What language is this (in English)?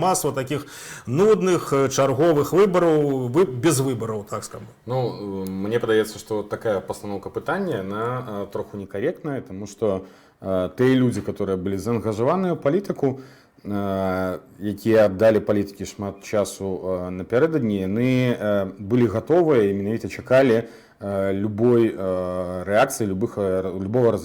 Belarusian